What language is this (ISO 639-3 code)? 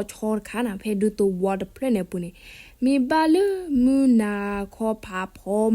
ksw